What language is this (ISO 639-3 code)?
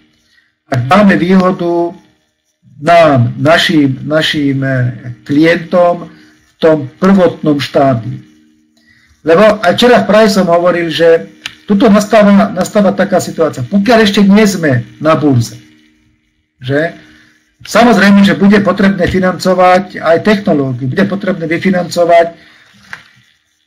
slk